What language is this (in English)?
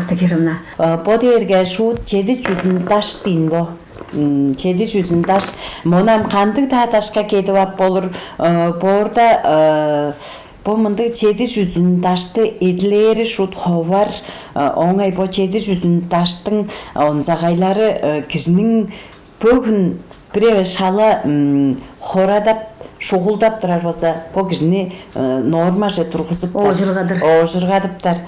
Tuvinian